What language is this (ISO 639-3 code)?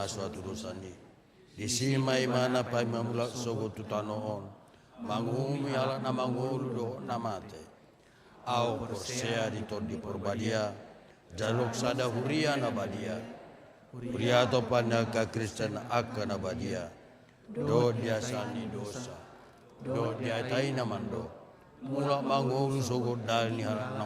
bbc